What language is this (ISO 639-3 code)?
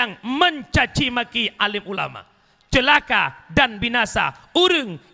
ace